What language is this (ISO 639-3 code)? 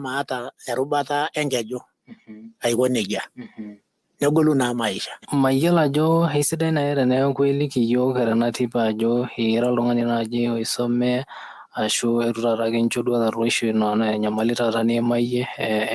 mas